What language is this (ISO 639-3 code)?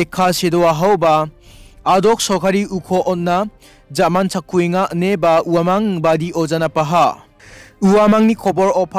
grt